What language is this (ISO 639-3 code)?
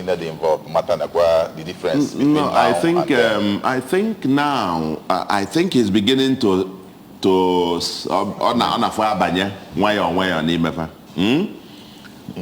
ibo